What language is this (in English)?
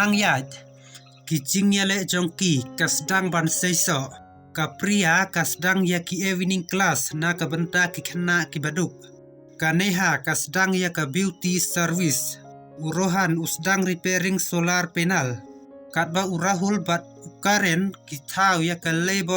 Khasi